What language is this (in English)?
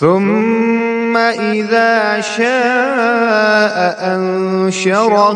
Kashmiri